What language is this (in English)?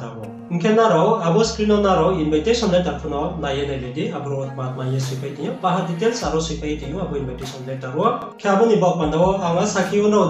Riang (India)